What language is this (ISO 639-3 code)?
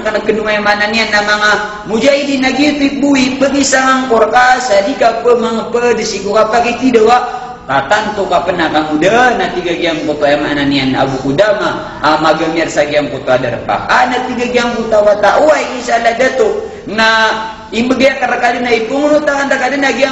mrw